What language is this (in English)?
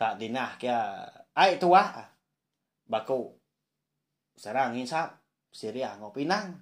Iban